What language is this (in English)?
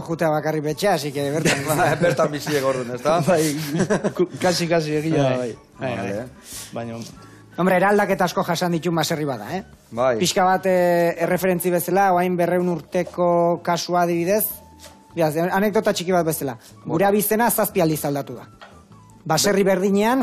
Basque